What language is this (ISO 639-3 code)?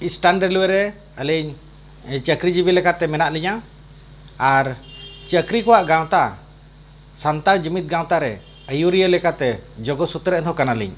sat